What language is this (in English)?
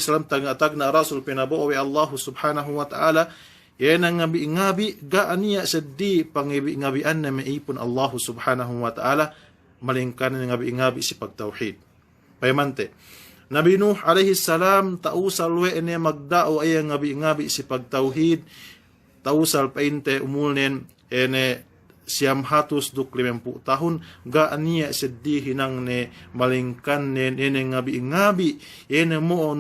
Yakan